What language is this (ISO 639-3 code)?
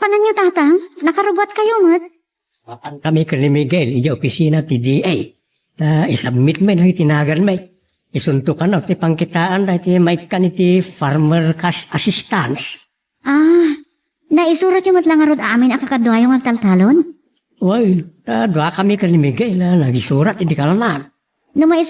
ilo